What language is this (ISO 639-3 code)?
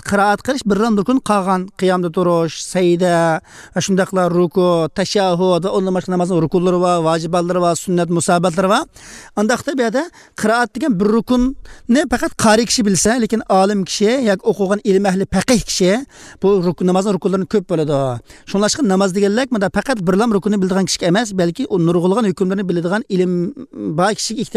uig